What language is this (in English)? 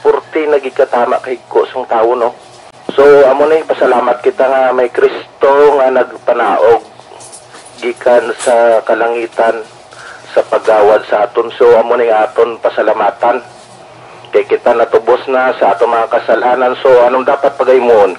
Hiligaynon